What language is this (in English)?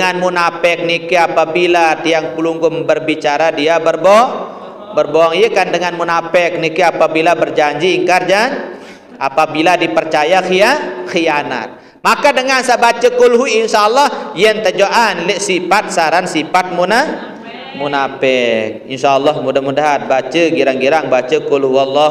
Sasak